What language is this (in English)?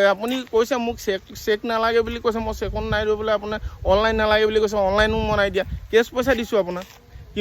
Assamese